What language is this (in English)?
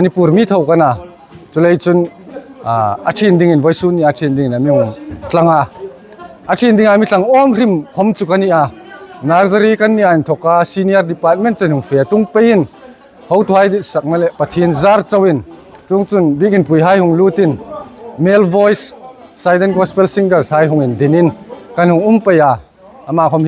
Hmar